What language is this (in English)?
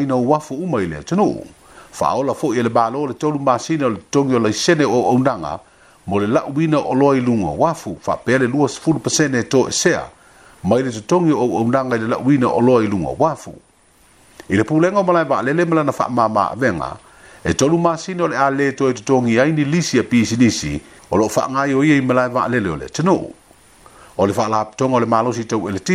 Samoan